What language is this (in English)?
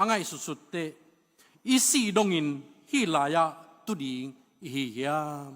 Tedim Chin